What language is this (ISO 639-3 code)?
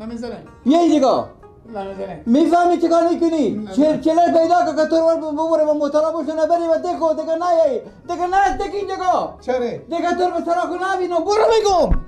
fas